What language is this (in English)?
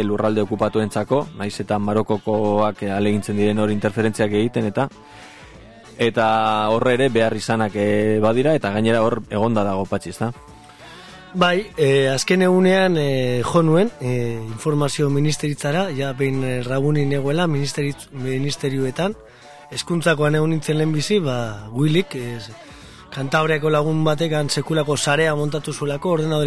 Basque